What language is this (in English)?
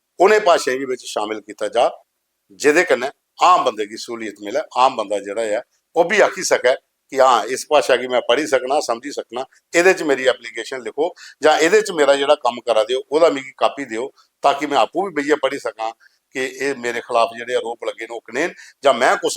Dogri